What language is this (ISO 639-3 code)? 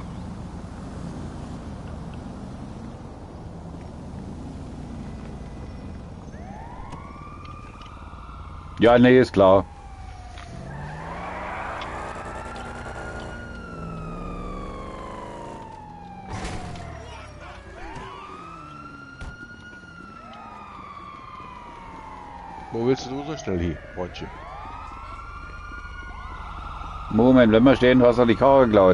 deu